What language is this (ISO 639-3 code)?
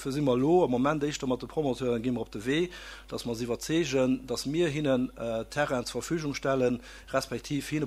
ltz